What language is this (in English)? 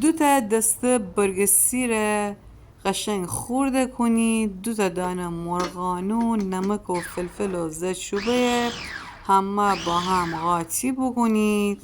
Gilaki